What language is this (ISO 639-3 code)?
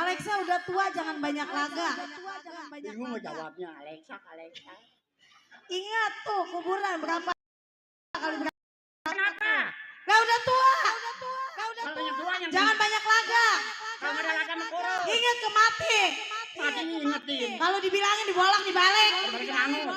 bew